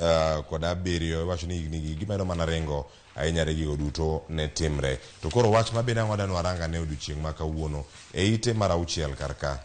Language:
Luo (Kenya and Tanzania)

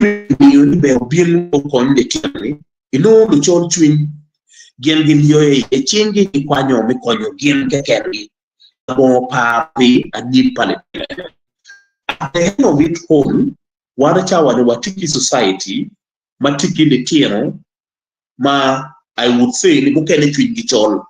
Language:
Acoli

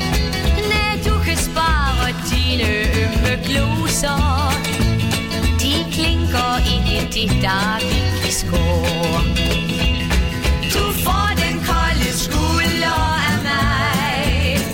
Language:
Danish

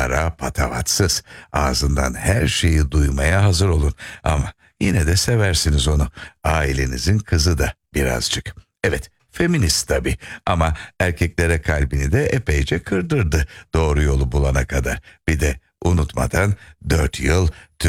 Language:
Turkish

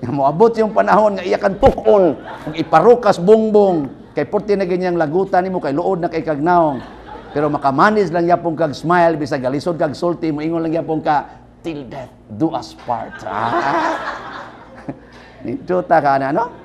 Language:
Cebuano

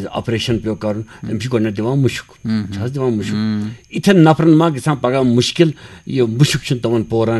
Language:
Kashmiri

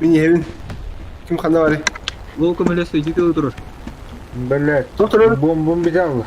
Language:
Yakut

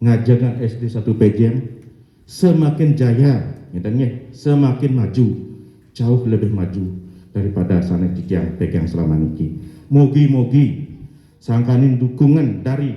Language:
Balinese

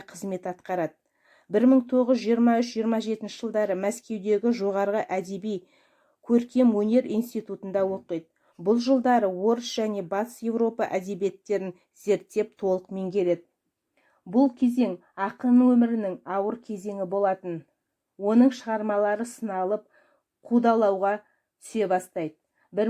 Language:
Kazakh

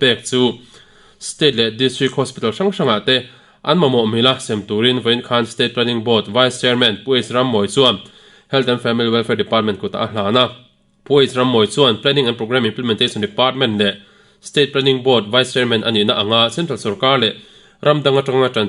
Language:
Mizo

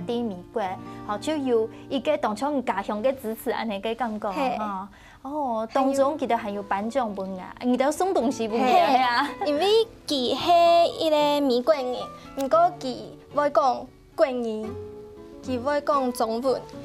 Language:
Hakka Chinese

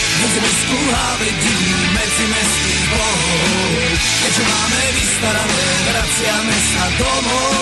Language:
Slovak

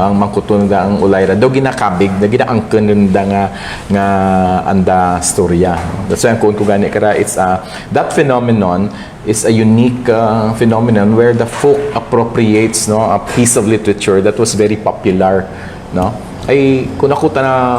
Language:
Kinaray-a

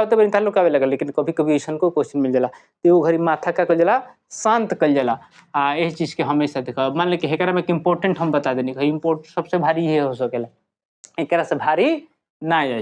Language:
Bhojpuri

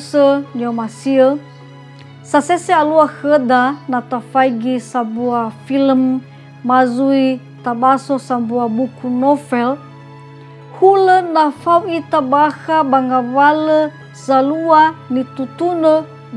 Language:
Nias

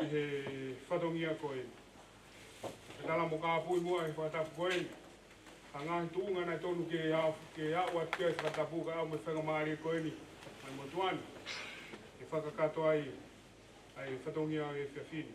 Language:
Tongan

